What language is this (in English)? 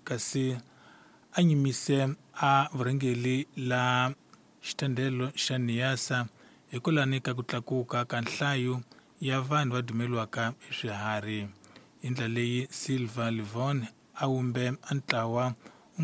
Tsonga